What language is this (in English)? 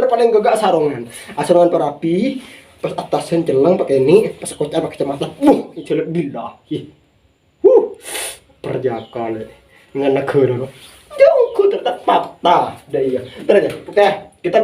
Madurese